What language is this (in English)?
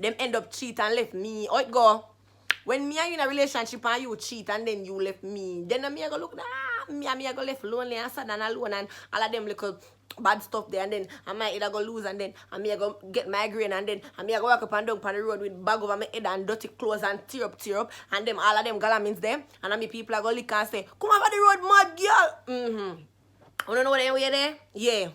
Jamaican Creole English